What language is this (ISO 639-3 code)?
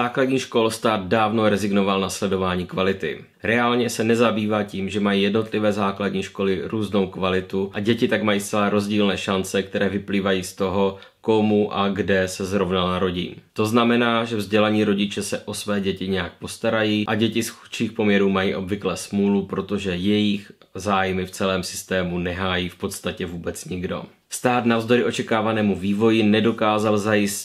ces